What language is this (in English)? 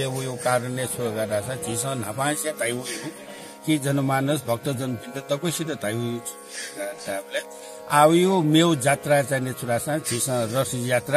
Newari